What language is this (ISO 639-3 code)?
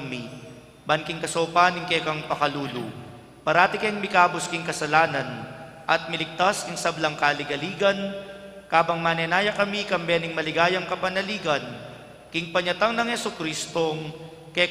pam